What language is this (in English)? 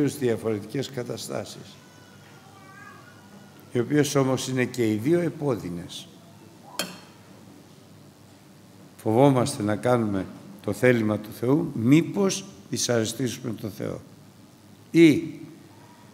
Greek